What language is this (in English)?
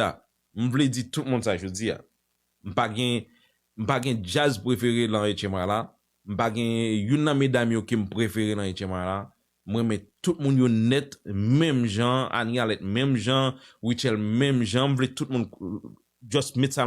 Haitian Creole